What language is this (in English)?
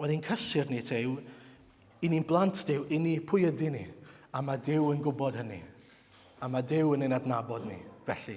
Welsh